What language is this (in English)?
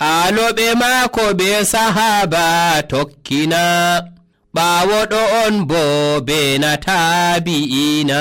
Nigerian Fulfulde